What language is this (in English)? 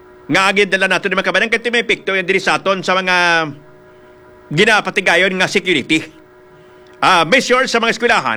Hiligaynon